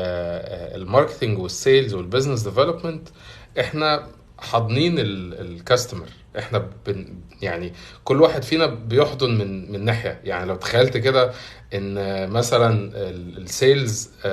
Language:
Egyptian Arabic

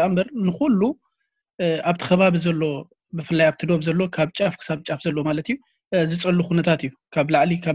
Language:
Tigrinya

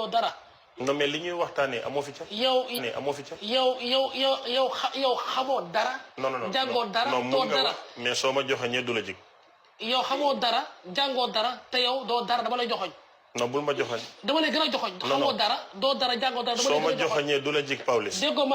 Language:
Wolof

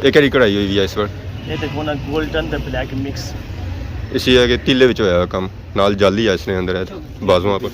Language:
Pahari-Potwari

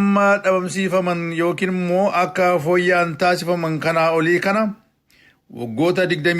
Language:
Oromo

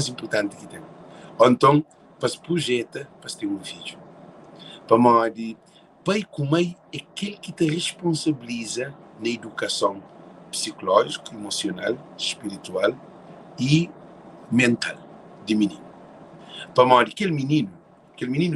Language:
Kabuverdianu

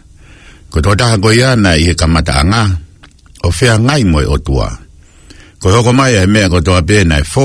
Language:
Tongan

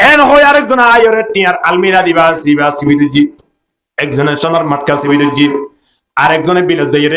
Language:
Rohingya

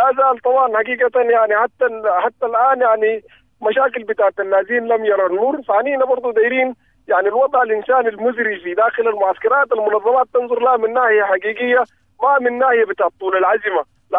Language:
Sudanese Arabic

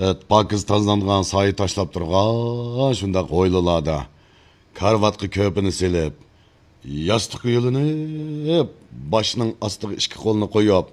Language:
Uyghur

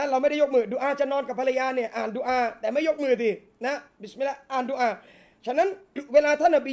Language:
Thai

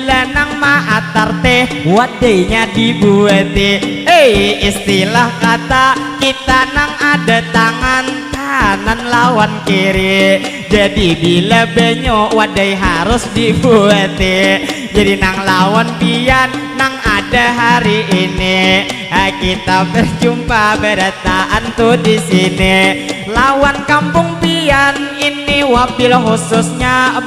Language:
Banjar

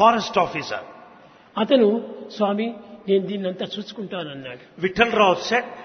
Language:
Telugu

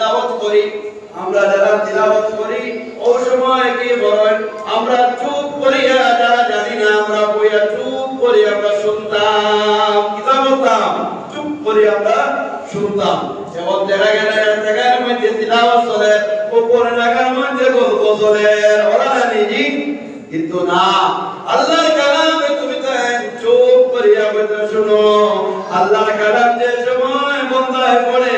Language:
Sylheti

